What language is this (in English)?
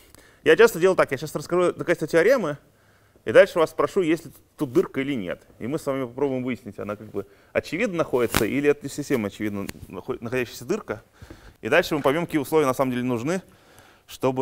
Russian